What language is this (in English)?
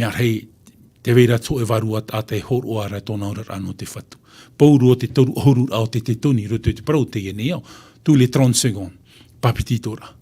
Tahitian